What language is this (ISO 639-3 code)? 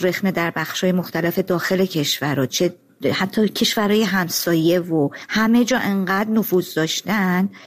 fas